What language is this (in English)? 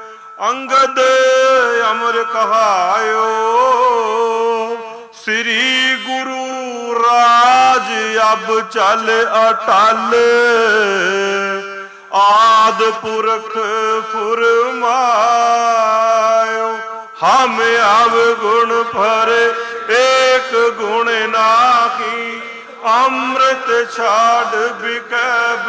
Punjabi